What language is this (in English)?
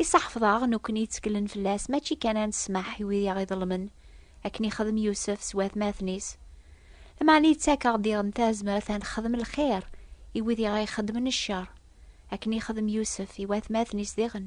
Kabyle